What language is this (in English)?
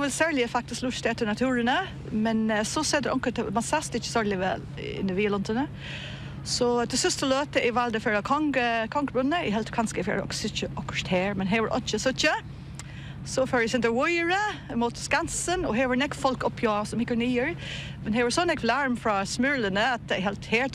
Faroese